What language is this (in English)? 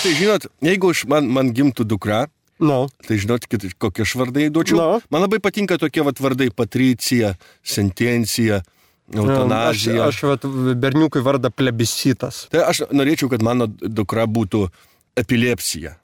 Lithuanian